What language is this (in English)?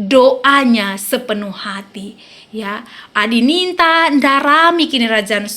Batak Karo